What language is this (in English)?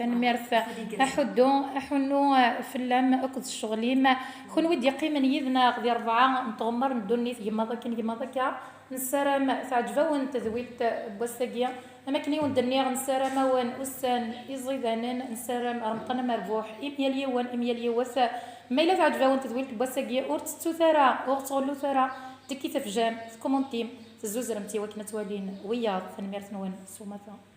Kabyle